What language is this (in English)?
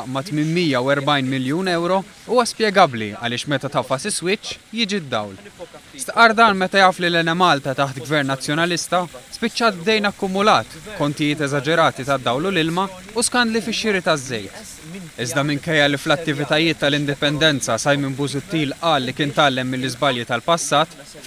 Maltese